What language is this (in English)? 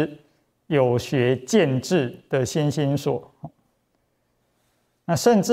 Chinese